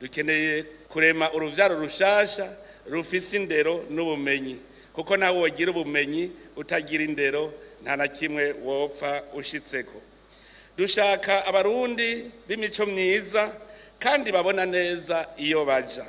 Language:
Rundi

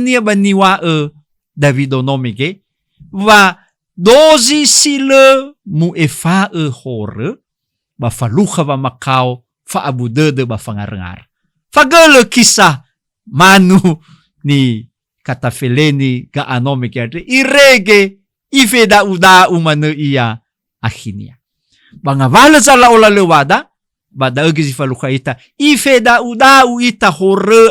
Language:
Nias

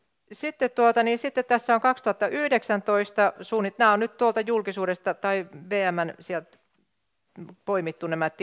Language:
Finnish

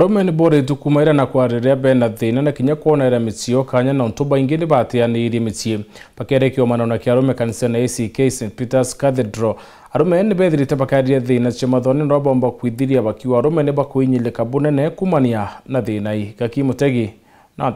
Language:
Meru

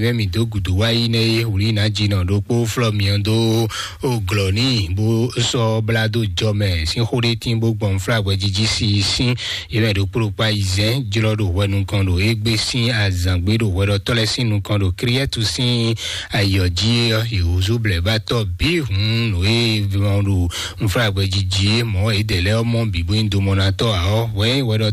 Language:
Fon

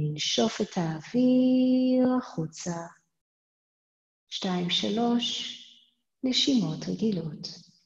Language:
Hebrew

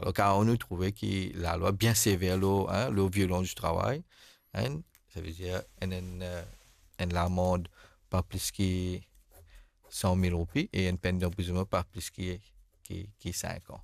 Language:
Morisyen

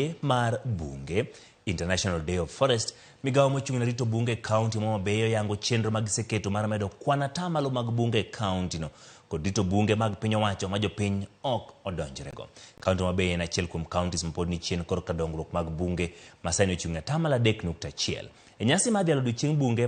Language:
Luo (Kenya and Tanzania)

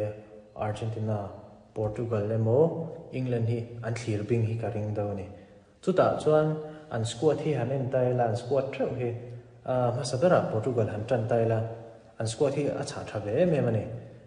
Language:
Mizo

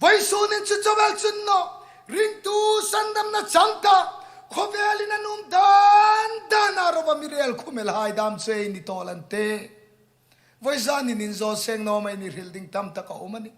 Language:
Hmar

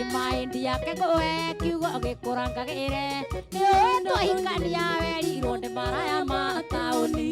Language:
Kikuyu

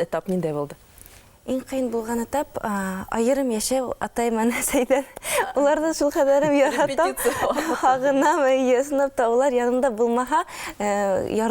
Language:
Bashkir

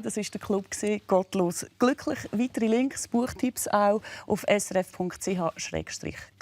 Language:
Swiss German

